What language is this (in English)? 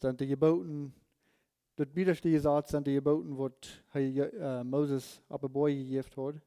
Plautdietsch